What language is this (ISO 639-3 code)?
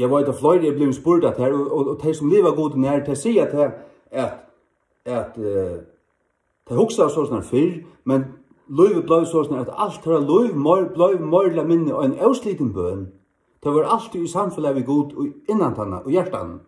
fao